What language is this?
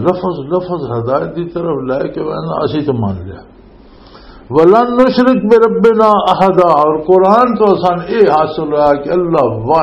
Western Panjabi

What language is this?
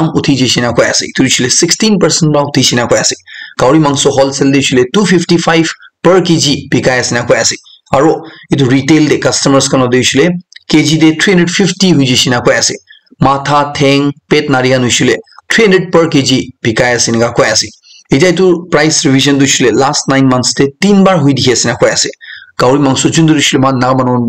Naga Pidgin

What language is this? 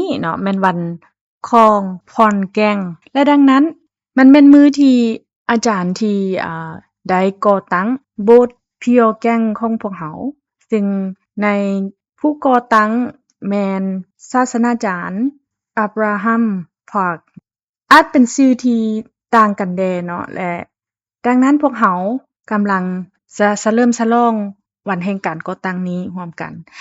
Lao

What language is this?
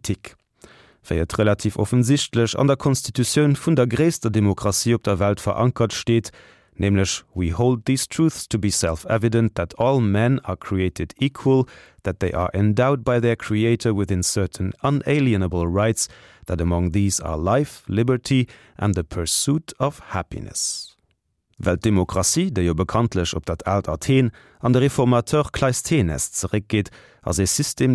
Luxembourgish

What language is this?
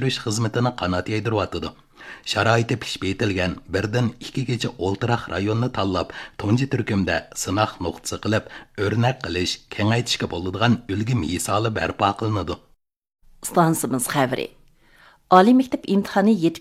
Uyghur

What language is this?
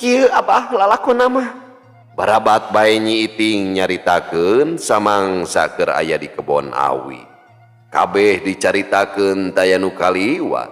Sundanese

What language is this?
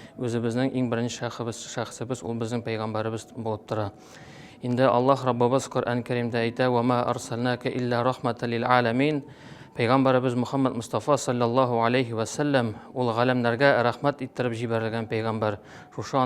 Tatar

